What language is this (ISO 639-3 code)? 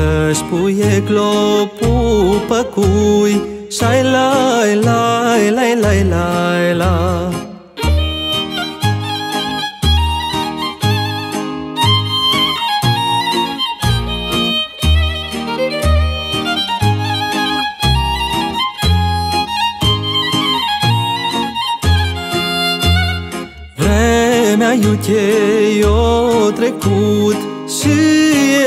ron